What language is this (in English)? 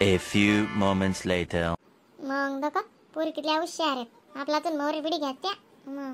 Khandesi